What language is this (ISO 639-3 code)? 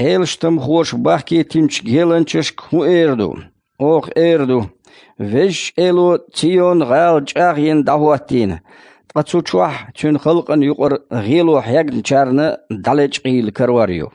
che